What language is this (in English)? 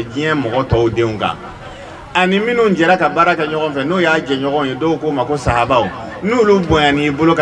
Bambara